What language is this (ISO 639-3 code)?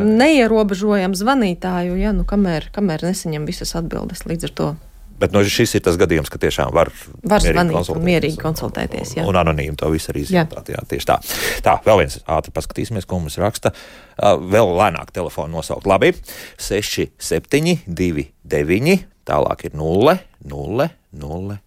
lav